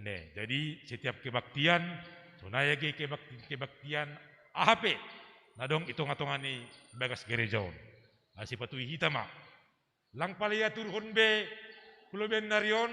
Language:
Batak Simalungun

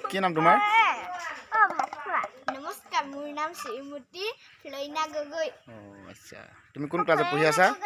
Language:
Assamese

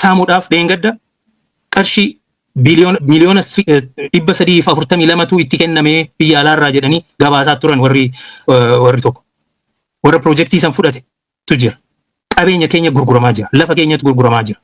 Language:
Oromo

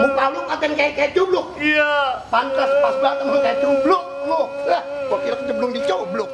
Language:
Betawi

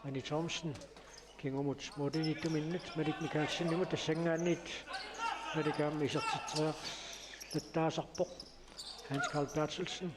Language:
Kalaallisut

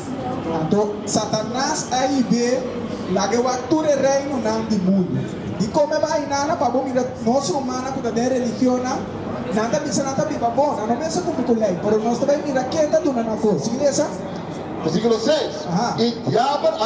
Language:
Papiamento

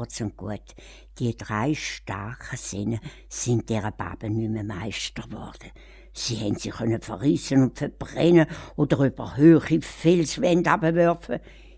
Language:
Swiss German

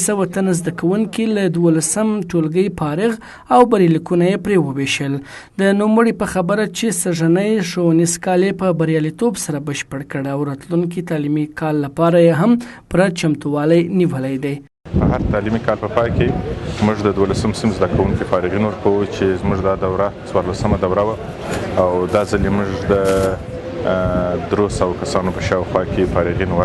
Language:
Pashto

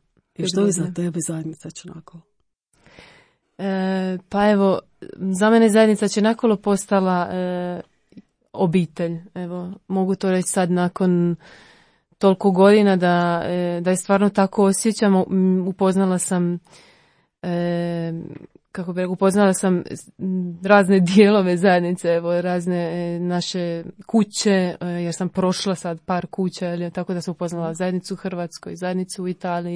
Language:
Croatian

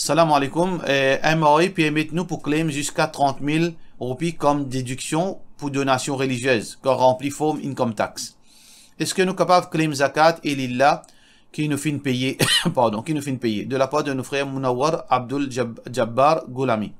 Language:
Morisyen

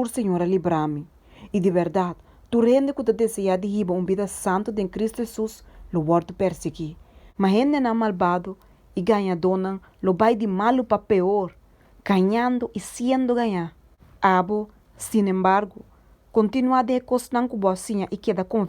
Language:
Papiamento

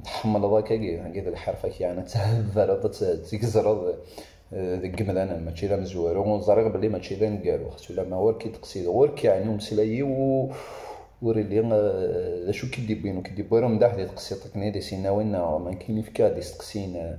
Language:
Kabyle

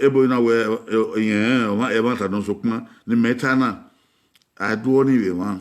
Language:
Bini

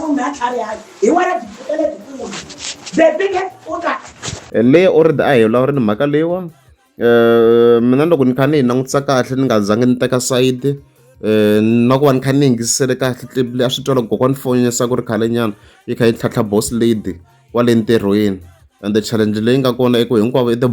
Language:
Tsonga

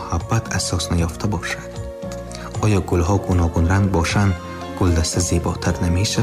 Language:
Tajik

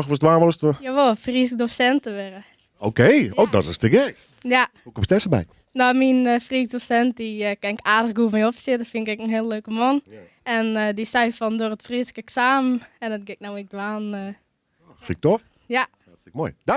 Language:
Western Frisian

